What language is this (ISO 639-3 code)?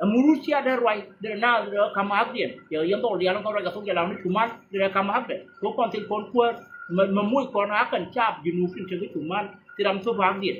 nus